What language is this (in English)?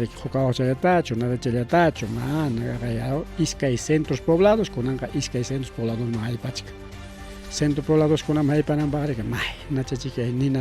Ayacucho Quechua